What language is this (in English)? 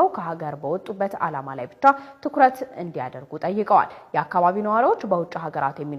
Amharic